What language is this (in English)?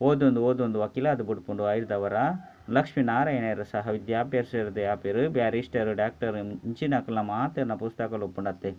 Tulu